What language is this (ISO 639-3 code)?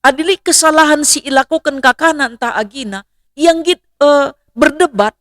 btx